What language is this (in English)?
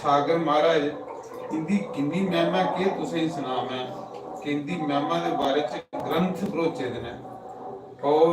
Dogri